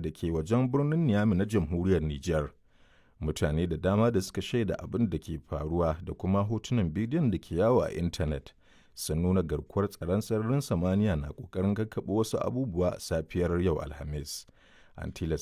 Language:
Hausa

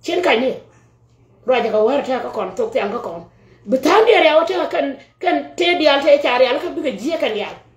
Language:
Nuer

